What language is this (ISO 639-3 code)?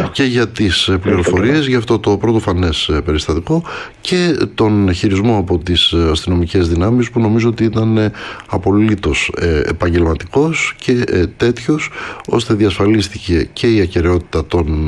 ell